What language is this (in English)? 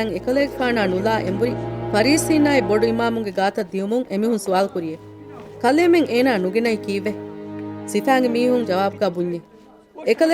Divehi